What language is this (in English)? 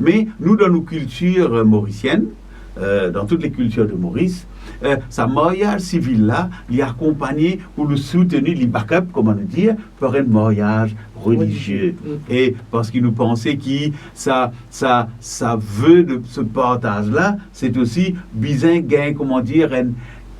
Morisyen